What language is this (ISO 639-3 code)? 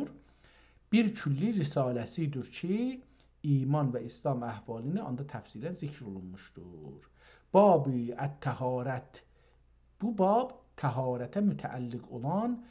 azb